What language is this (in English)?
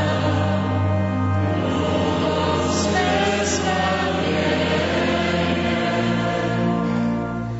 Polish